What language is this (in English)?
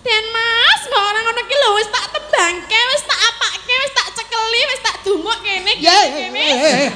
Javanese